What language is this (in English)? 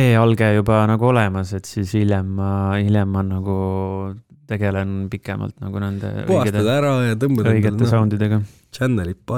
Estonian